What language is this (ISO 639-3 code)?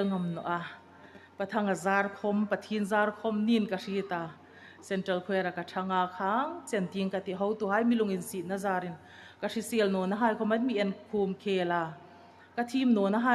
hmr